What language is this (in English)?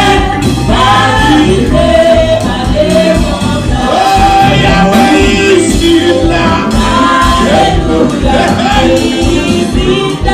Haitian Creole